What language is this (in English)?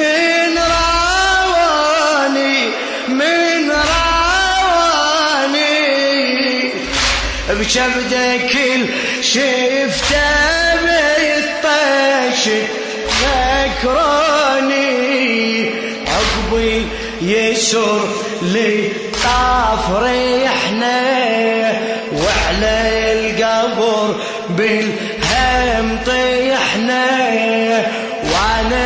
Mesopotamian Arabic